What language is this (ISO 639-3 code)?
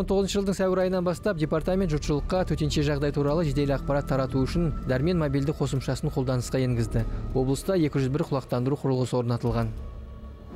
kaz